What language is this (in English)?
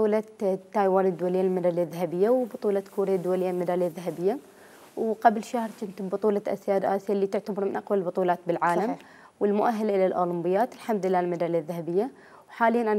Mesopotamian Arabic